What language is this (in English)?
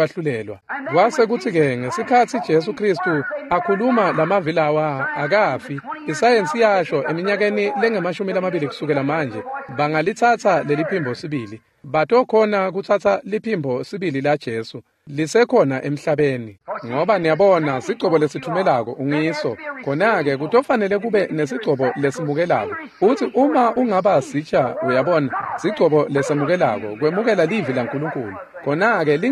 Swati